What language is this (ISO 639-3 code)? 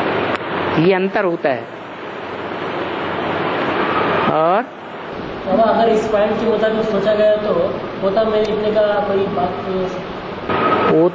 hin